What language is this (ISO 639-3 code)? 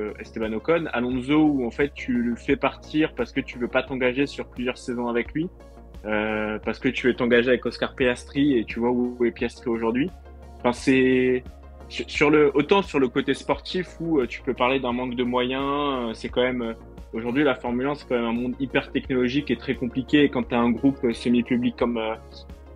fra